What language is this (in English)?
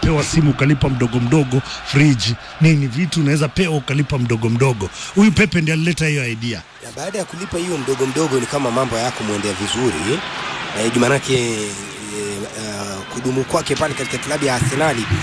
Swahili